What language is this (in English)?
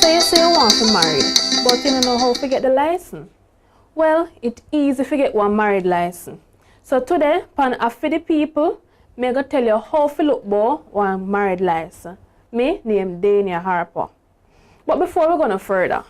Jamaican Creole English